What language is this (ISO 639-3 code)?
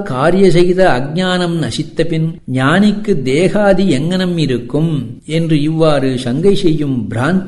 tam